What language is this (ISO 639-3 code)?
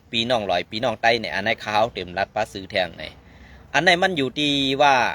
shn